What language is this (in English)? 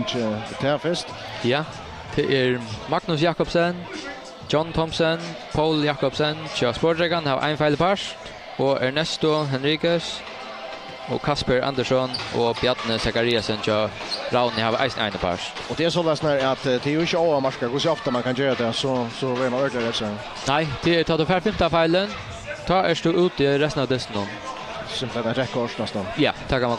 Faroese